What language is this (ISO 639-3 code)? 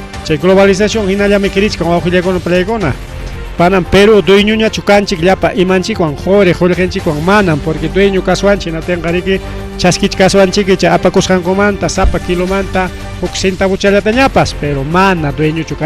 quy